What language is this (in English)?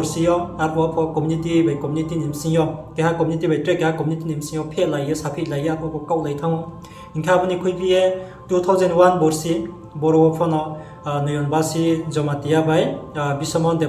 Riang (India)